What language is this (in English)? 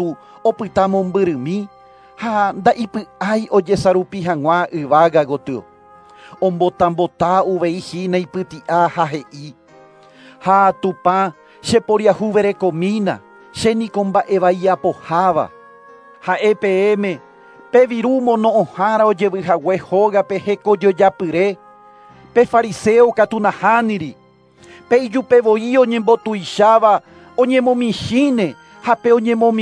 Guarani